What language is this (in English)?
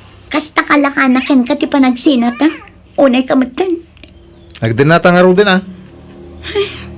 Iloko